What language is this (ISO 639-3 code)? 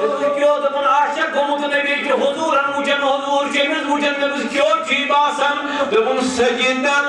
kas